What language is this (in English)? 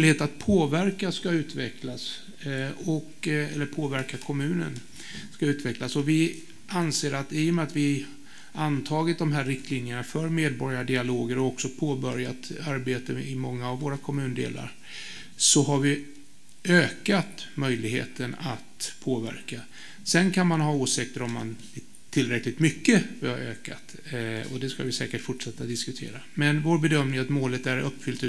Swedish